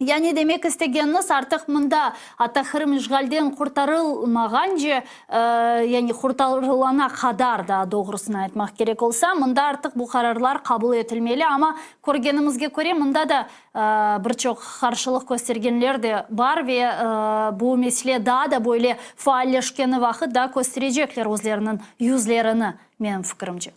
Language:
Crimean Tatar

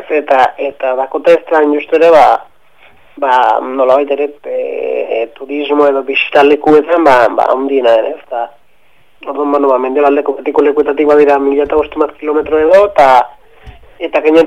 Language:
Basque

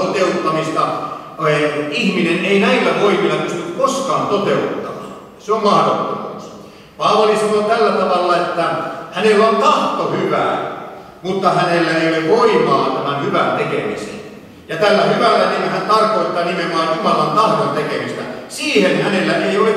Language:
Finnish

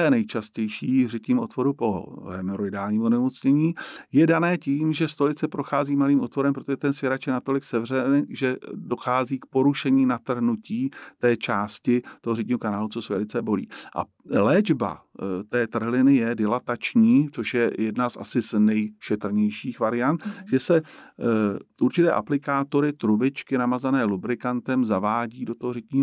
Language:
Czech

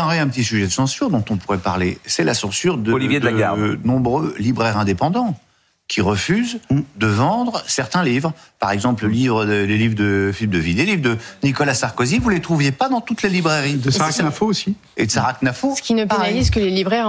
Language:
French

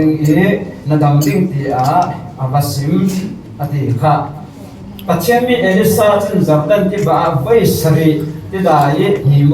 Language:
Falam Chin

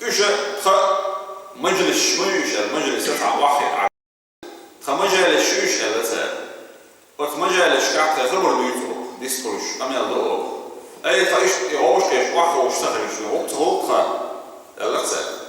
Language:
Chechen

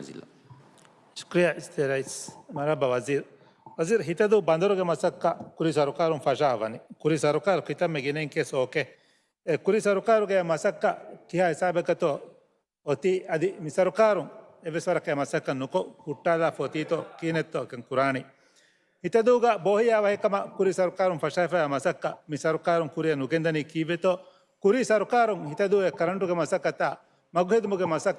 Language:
Divehi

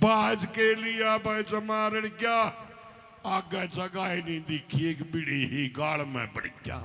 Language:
Haryanvi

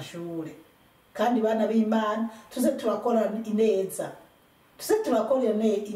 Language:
Rundi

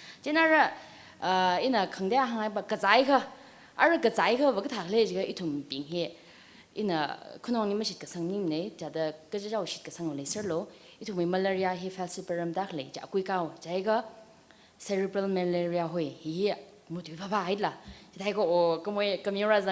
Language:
Tangkhul Naga (India)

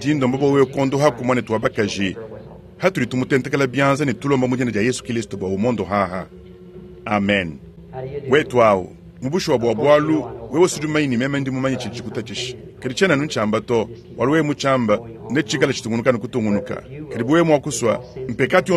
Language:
Luba-Lulua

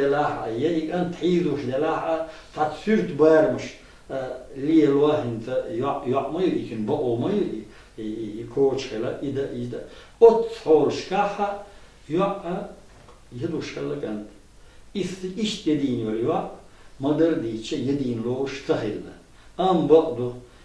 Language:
Chechen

